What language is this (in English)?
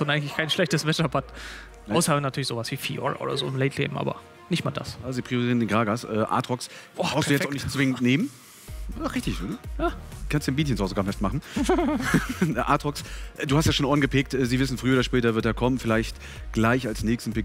German